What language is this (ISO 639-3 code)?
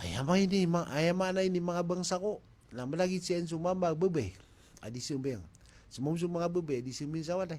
mrw